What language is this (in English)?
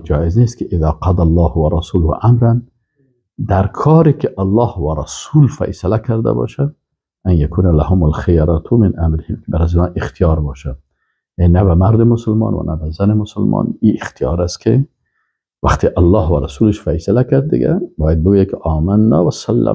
Persian